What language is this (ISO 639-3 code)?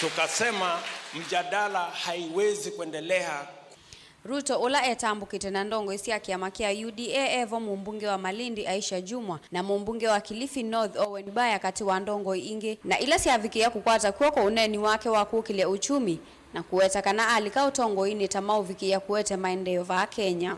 kam